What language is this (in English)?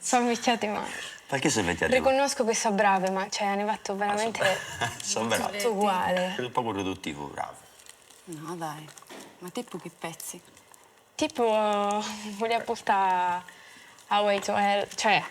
Sardinian